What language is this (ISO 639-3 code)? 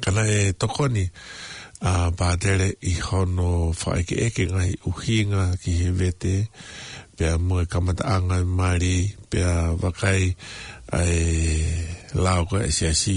ton